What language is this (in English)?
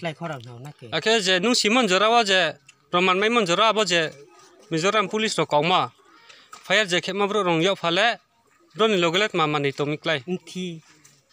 Riang (India)